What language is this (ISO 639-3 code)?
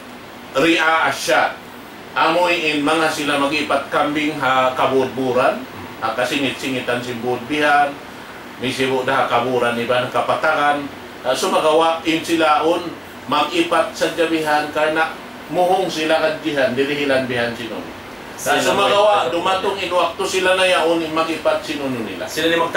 tsg